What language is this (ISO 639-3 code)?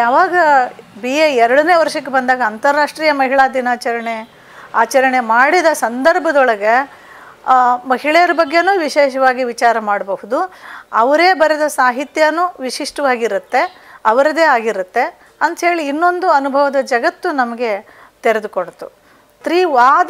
kan